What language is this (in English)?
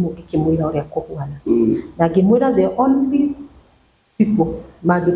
Kikuyu